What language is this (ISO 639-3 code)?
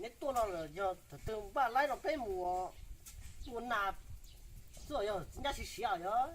hmn